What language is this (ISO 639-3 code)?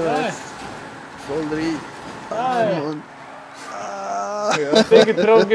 gsw